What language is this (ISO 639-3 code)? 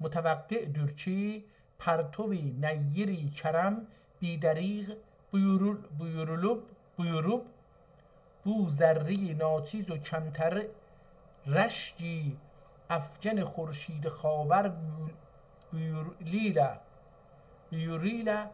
azb